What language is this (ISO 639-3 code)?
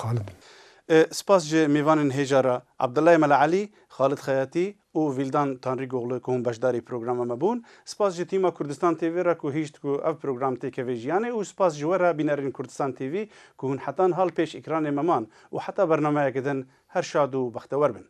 kur